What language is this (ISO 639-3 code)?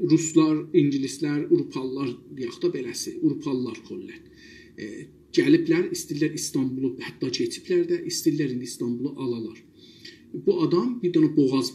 azb